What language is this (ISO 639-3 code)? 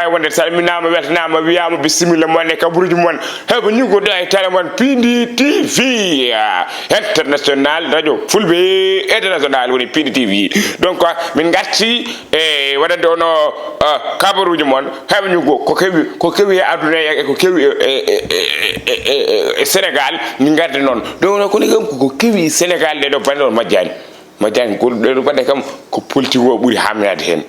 ful